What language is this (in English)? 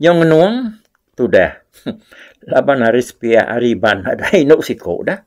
Iban